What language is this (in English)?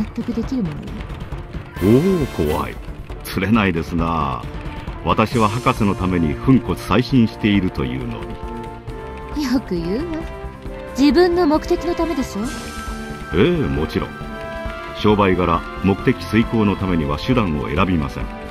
Japanese